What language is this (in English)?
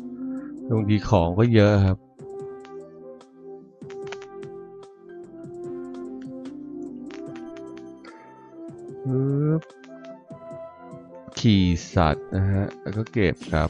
Thai